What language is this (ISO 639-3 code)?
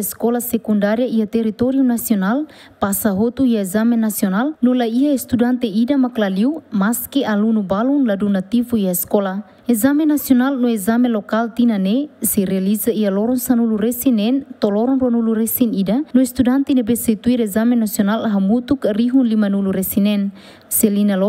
tet